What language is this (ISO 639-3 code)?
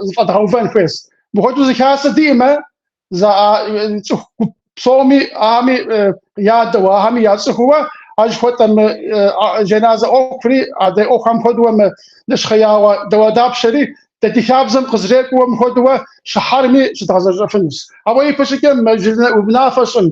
kbd